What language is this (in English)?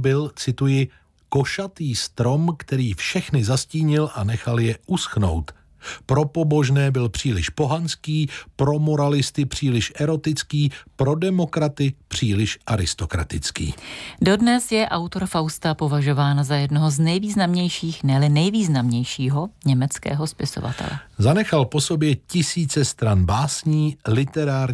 Czech